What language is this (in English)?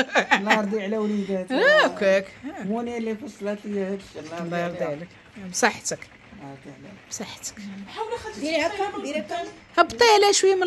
Moroccan Arabic